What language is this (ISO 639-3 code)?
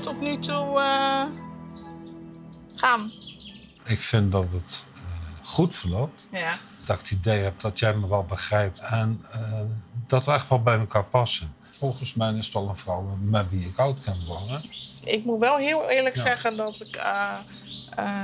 nld